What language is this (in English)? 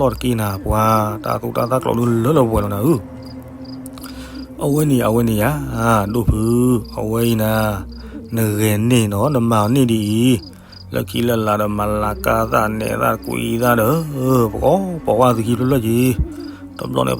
S'gaw Karen